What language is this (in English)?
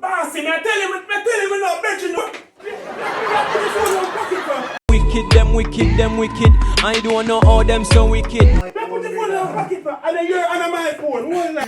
Jamaican Creole English